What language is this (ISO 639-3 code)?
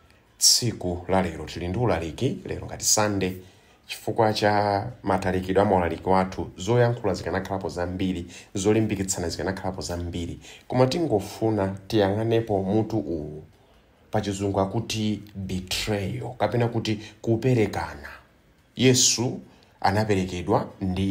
nya